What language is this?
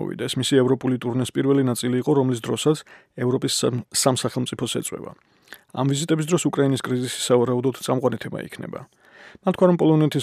Georgian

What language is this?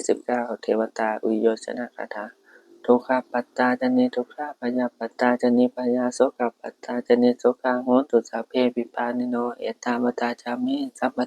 Pali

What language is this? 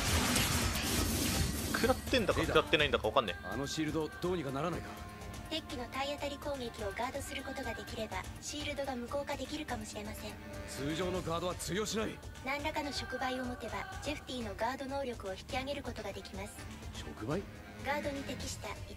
Japanese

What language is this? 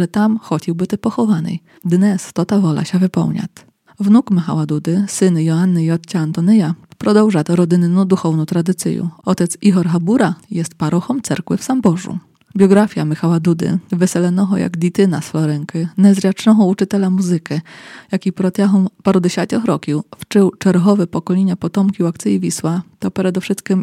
Polish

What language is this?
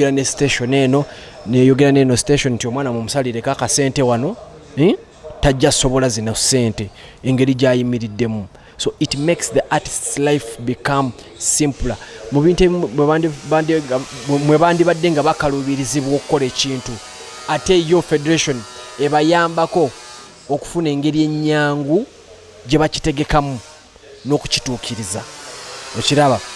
Ganda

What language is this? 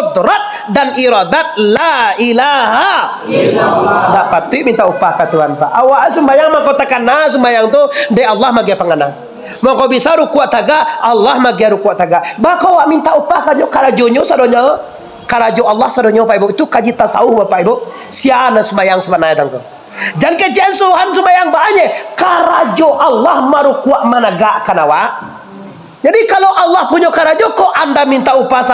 Minangkabau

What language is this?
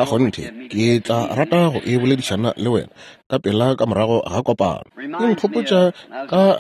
Northern Sotho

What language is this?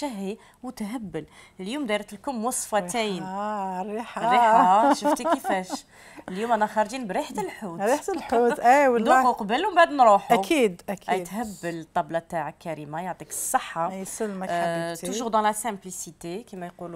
Algerian Arabic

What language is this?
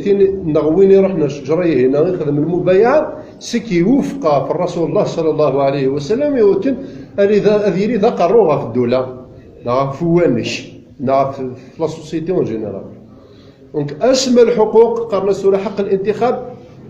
Kabyle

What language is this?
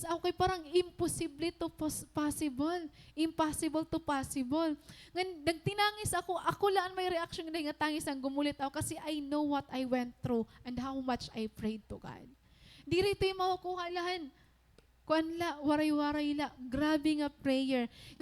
Waray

